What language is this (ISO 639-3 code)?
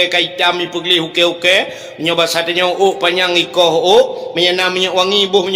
ace